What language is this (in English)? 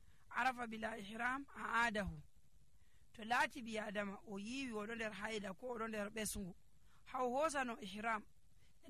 Nigerian Fulfulde